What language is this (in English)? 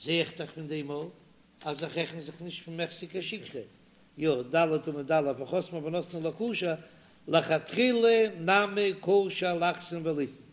Yiddish